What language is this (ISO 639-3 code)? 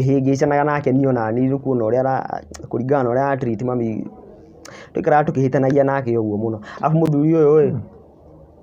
kik